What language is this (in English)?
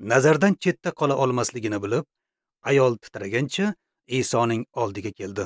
Uzbek